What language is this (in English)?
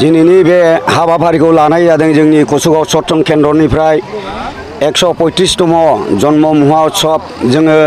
Bodo